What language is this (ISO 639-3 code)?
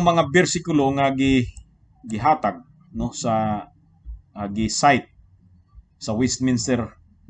ceb